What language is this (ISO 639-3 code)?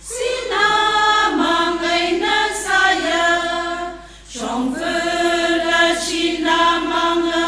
nmf